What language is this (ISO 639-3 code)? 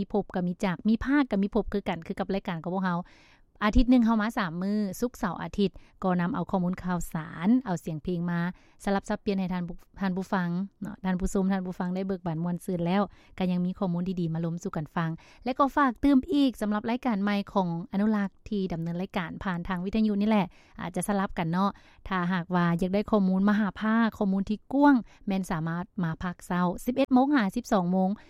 lao